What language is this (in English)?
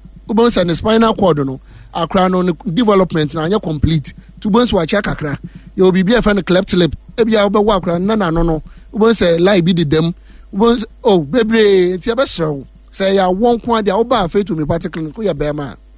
Akan